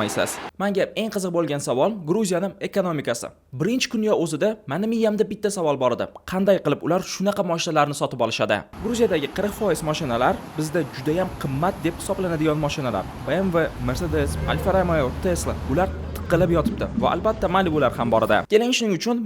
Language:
Uzbek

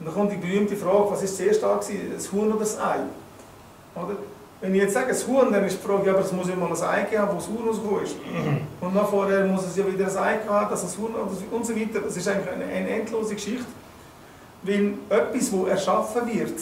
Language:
Swiss German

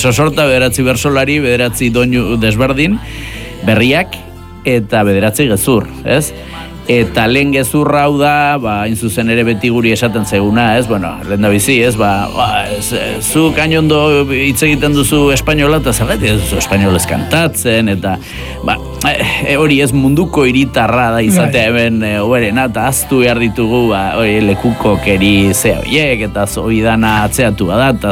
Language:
Basque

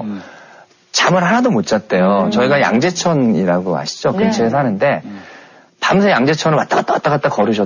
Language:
Korean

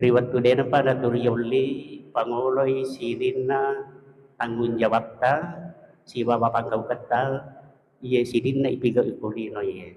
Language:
Buginese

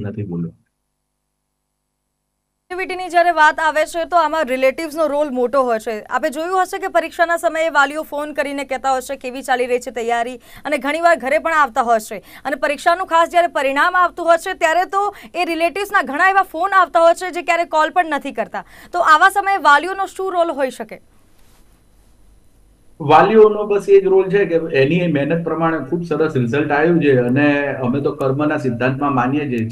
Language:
Gujarati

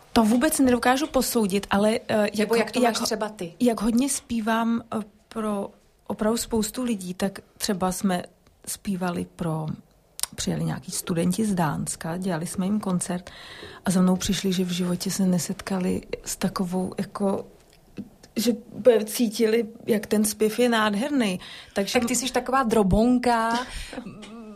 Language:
Czech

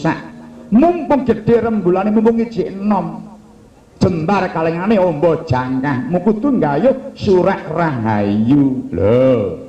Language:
Javanese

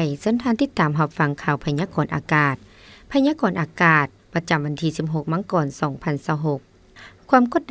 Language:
Lao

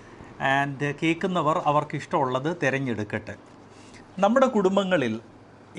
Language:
Malayalam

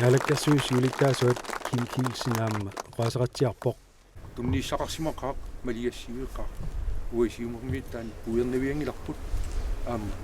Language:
Kalaallisut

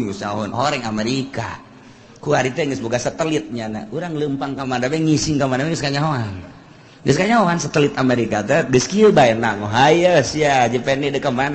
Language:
Sundanese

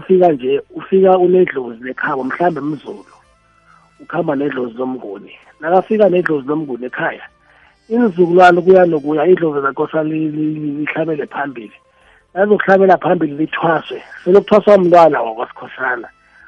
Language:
South Ndebele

